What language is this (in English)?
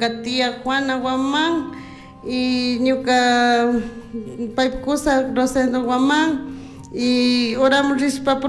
Chimborazo Highland Quichua